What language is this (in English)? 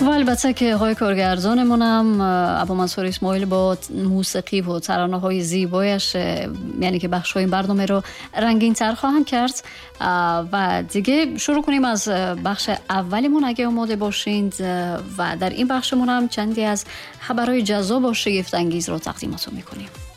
Persian